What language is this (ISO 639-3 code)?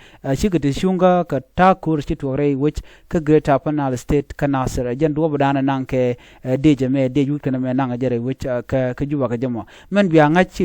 nus